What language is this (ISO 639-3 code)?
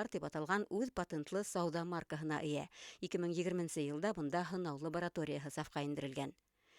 bak